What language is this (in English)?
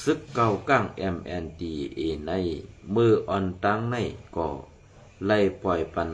Shan